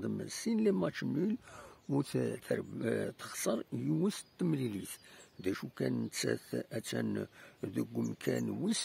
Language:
Kabyle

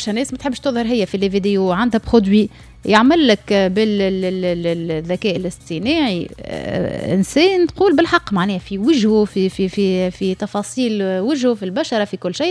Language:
Tunisian Arabic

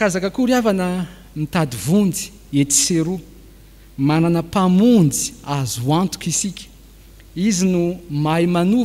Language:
Malagasy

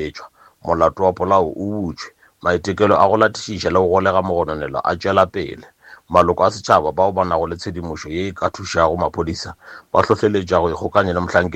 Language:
Northern Sotho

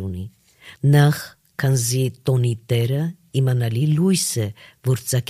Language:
Armenian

